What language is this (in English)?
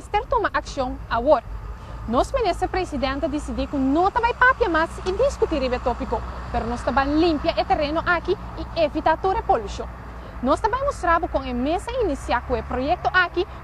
Papiamento